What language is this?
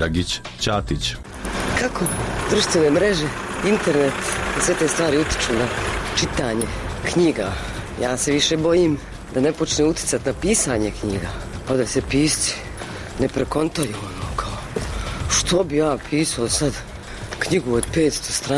Bosnian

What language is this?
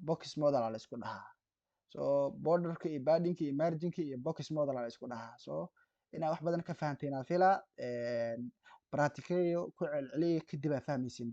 Somali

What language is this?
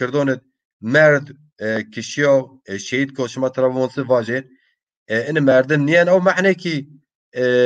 Zaza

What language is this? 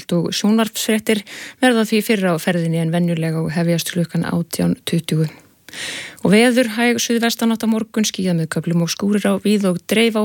Icelandic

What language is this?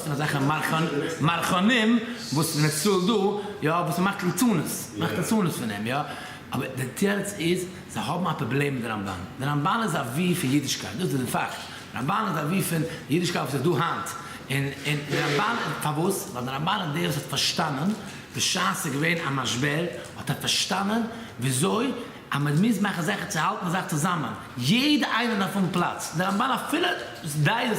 Yiddish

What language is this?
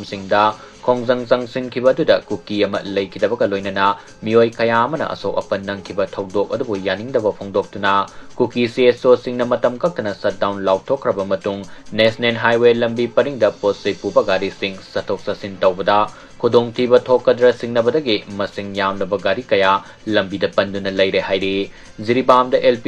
Manipuri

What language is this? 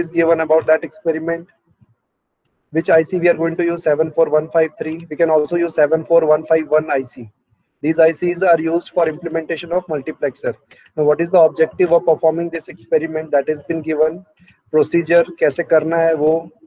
English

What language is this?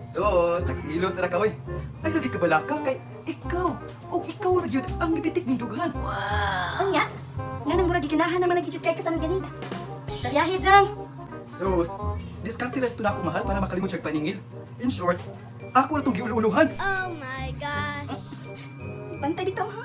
Cebuano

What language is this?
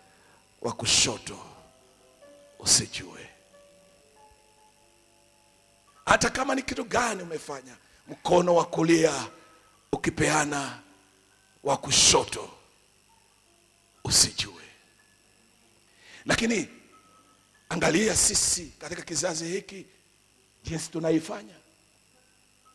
Swahili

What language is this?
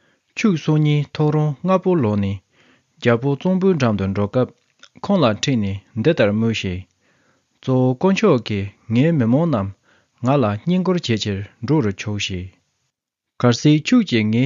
Tibetan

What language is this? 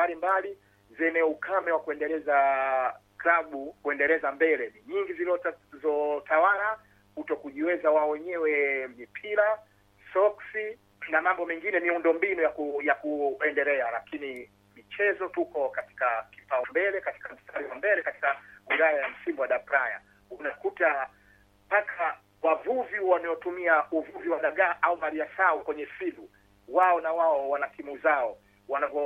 Swahili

